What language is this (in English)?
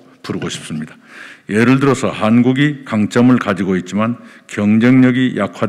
Korean